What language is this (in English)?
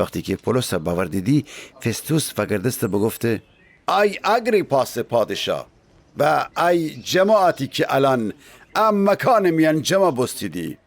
Gilaki